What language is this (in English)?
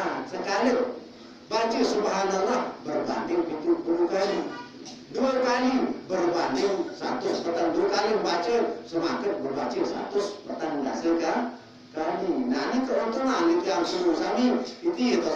Sasak